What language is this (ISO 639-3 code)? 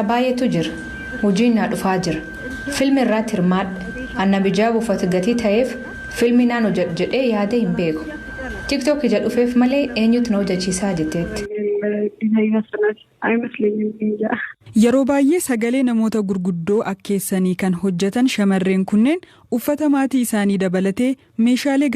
orm